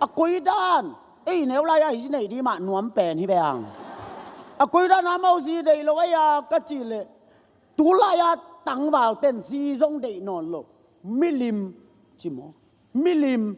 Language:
Tedim Chin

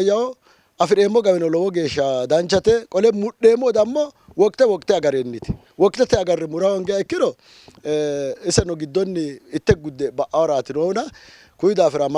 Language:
Sidamo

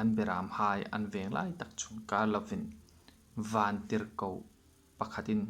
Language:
Hmar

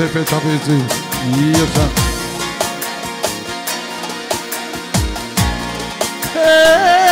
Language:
Romany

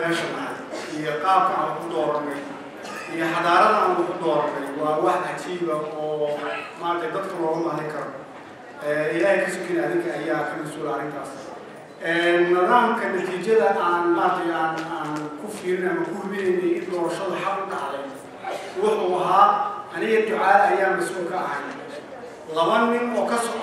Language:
Somali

